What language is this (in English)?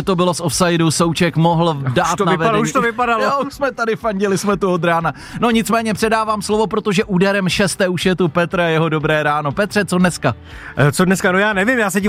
Czech